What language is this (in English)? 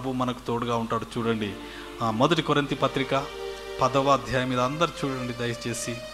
Telugu